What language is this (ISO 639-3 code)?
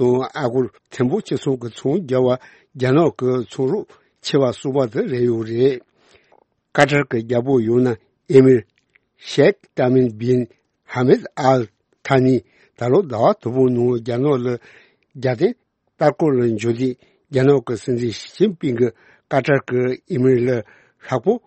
bod